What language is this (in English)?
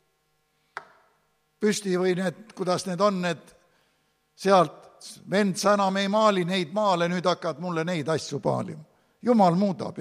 Estonian